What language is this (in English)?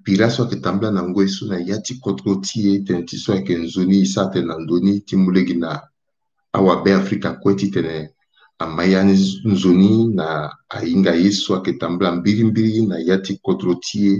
Sango